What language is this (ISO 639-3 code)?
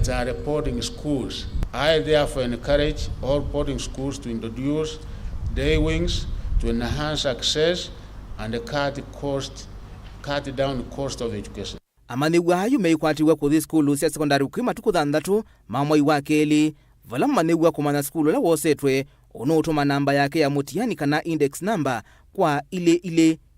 kam